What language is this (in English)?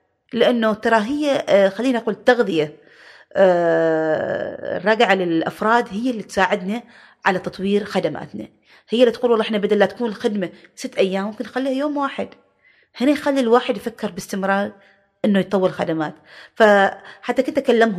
Gulf Arabic